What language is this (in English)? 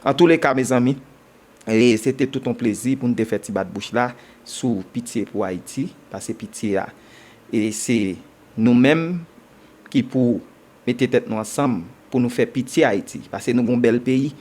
Haitian Creole